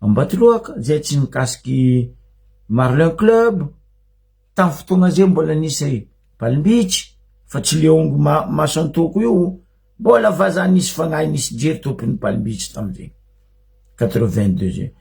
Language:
Malagasy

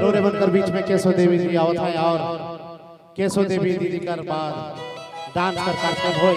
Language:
Sadri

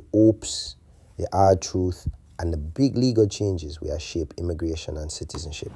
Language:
Jamaican Creole English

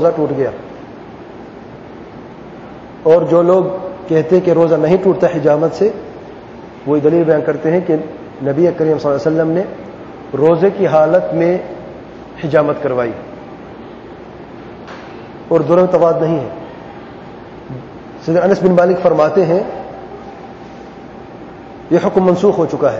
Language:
Urdu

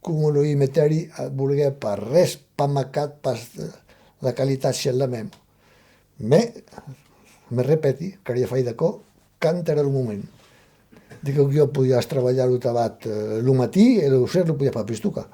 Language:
Occitan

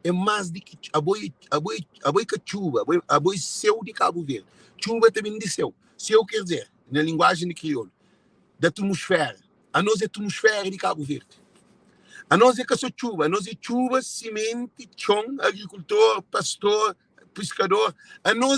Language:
Kabuverdianu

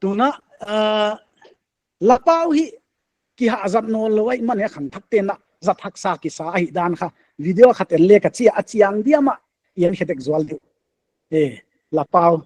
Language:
Paite Chin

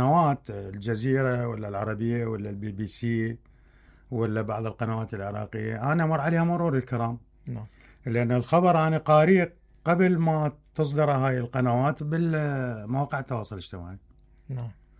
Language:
Mesopotamian Arabic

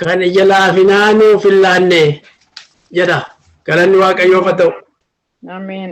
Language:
Oromo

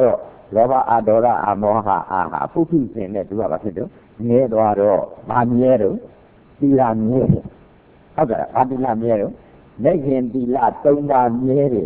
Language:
Burmese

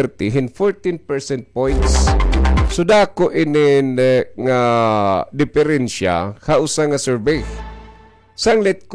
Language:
Waray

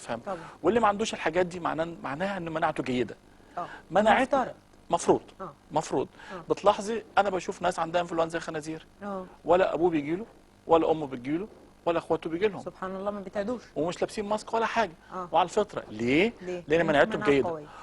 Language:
Egyptian Arabic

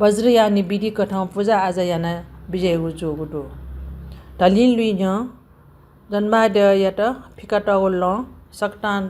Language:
Newari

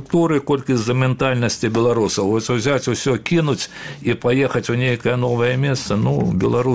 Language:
Belarusian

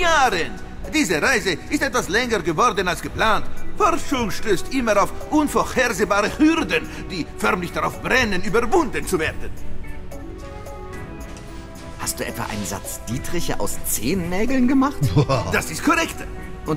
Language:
German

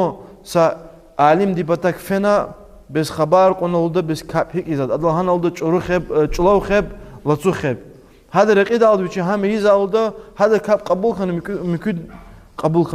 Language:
Lezghian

